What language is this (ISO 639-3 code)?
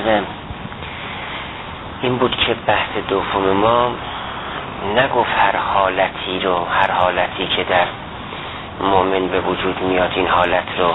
fas